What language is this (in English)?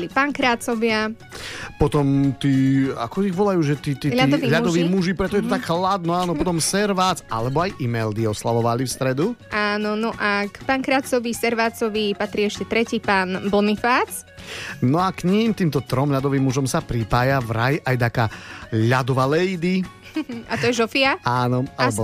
Slovak